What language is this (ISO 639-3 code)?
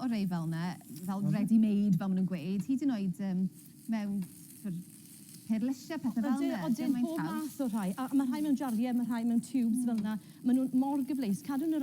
cym